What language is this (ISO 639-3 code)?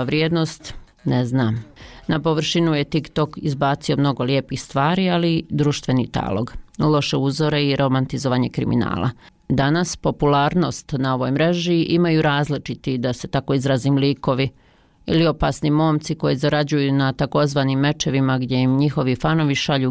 bos